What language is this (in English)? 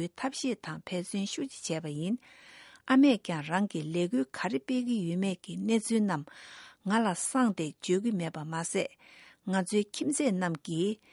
Tibetan